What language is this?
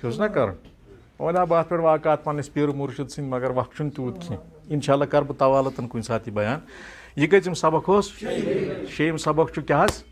Kashmiri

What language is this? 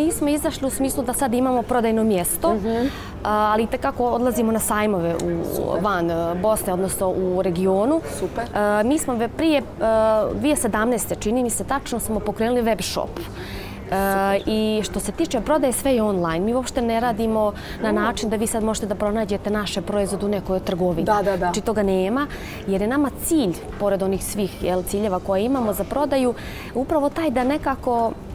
Bosnian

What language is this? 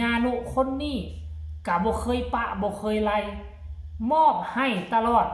Northeastern Thai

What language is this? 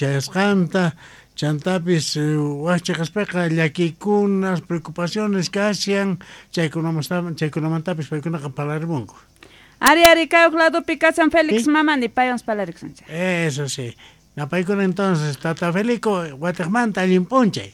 South Bolivian Quechua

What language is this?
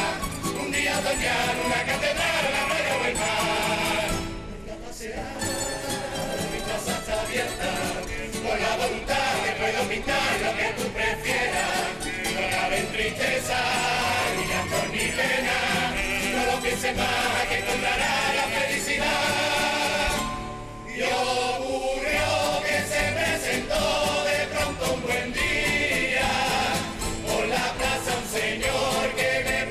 Spanish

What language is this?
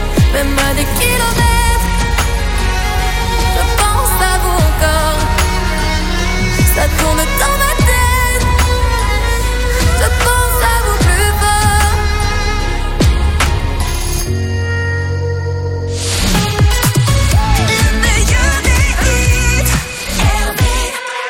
French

